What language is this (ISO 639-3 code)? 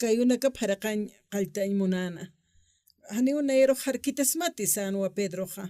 aym